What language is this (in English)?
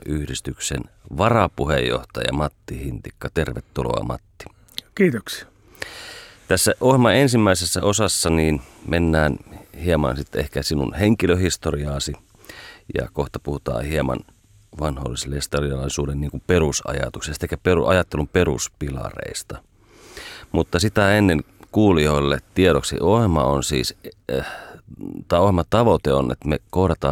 Finnish